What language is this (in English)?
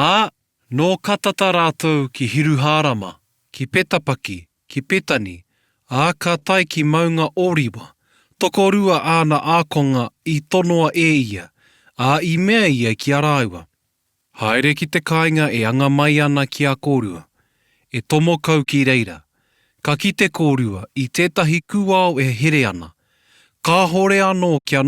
Māori